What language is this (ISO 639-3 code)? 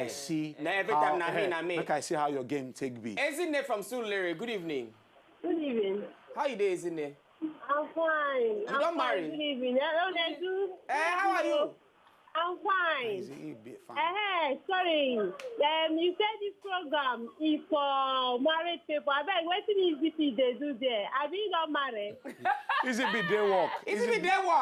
pcm